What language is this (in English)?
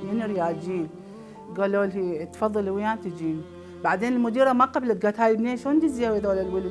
Mesopotamian Arabic